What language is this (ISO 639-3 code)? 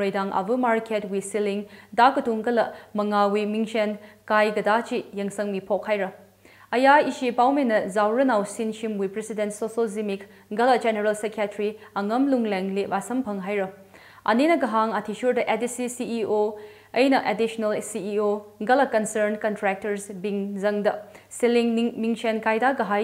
nmf